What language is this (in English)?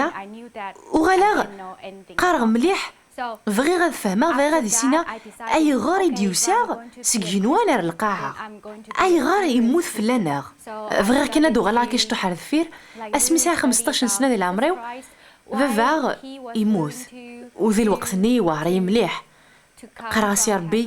Kabyle